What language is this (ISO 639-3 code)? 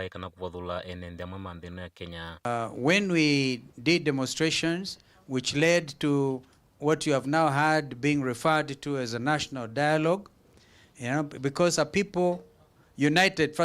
kam